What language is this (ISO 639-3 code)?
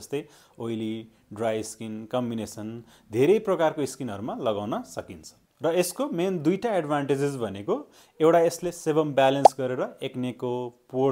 nep